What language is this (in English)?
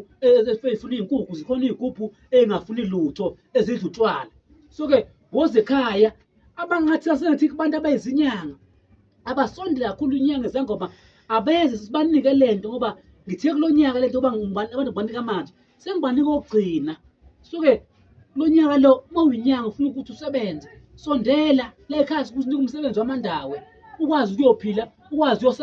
Zulu